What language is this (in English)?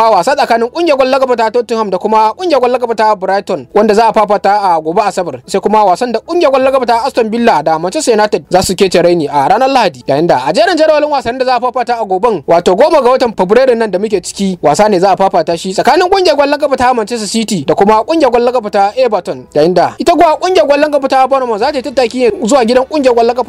Hausa